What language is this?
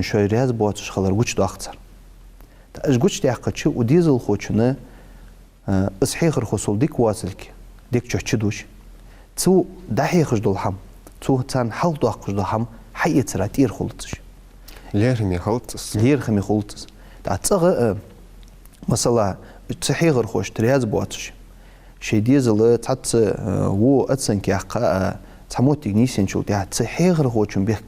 Ingush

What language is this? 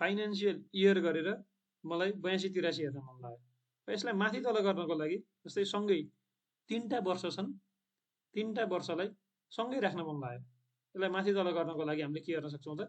Nepali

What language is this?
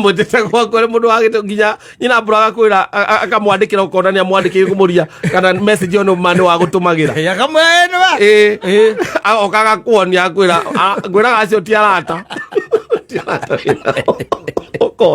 Kikuyu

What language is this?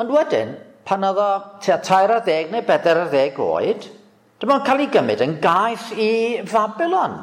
Welsh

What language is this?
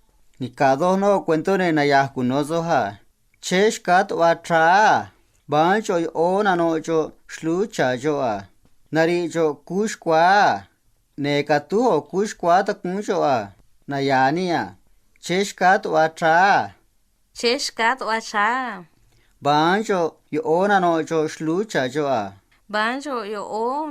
Copala Triqui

